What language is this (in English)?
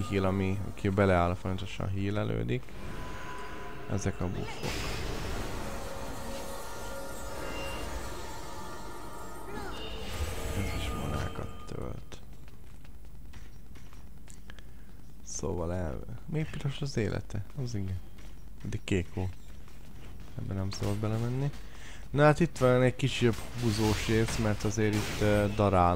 Hungarian